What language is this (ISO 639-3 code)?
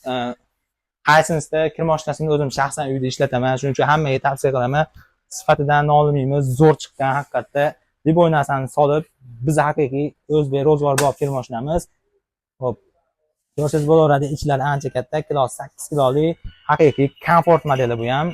uzb